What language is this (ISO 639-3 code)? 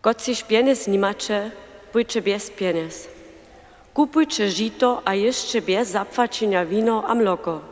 hsb